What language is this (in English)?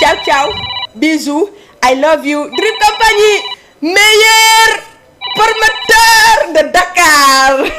Fula